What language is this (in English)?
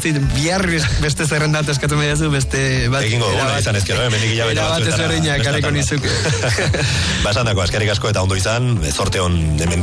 Basque